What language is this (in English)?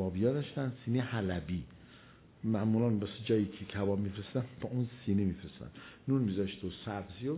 Persian